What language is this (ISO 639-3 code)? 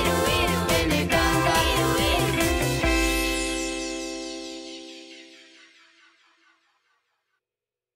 eus